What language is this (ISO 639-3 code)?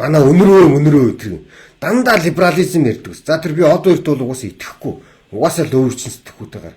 mon